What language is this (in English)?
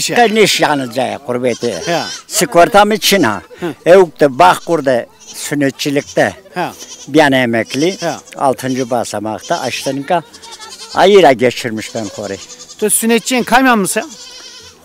Zaza